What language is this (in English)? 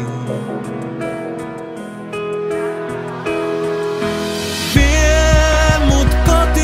Finnish